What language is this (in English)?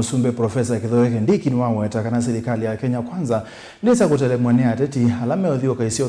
Kamba